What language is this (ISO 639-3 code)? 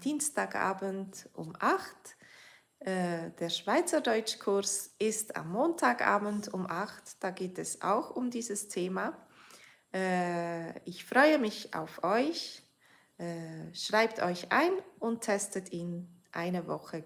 gsw